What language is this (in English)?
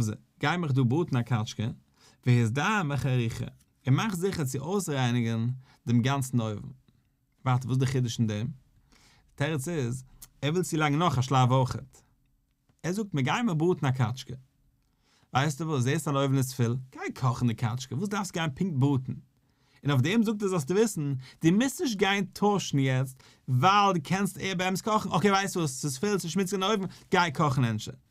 Yiddish